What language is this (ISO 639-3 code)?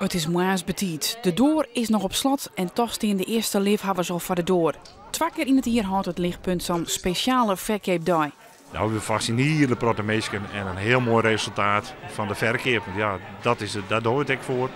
fry